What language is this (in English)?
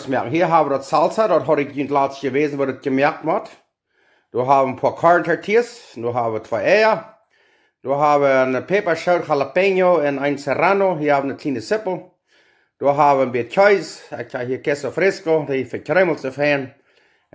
Plautdietsch